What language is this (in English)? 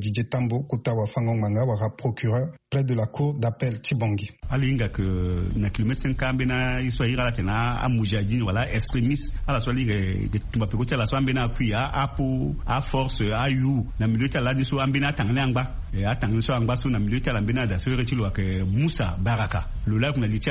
Sango